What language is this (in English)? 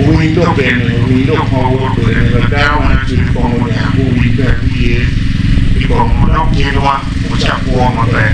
Acoli